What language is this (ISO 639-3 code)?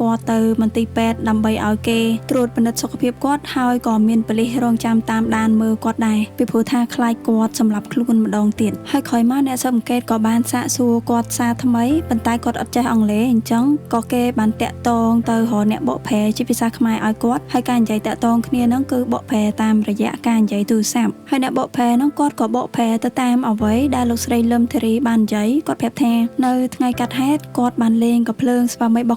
khm